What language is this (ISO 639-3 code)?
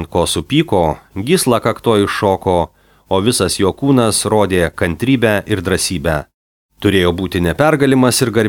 lit